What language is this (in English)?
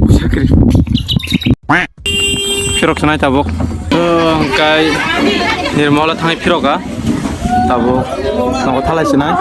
Kok Borok